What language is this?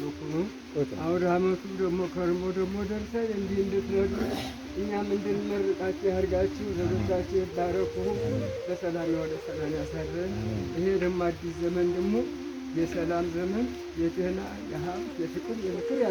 Amharic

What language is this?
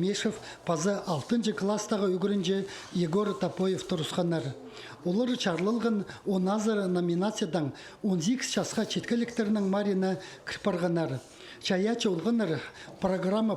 Khakas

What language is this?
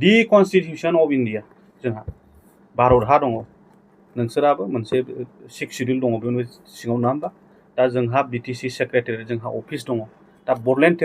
Bodo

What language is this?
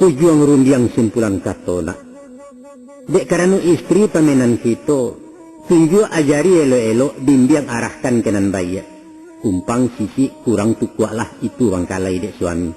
Minangkabau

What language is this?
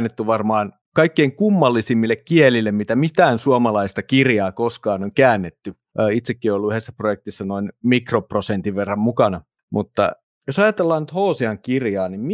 Finnish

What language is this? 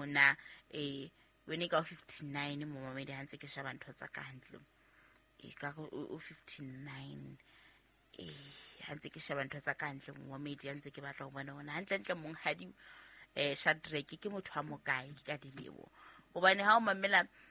Southern Sotho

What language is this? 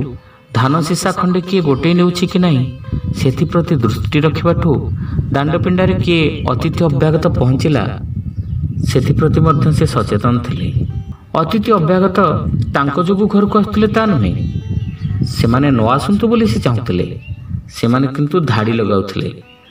Odia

